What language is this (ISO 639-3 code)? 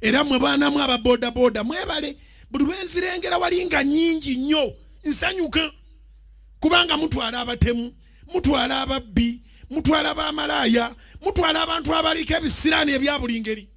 lug